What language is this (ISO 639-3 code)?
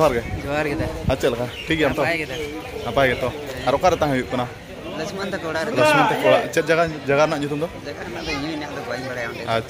sat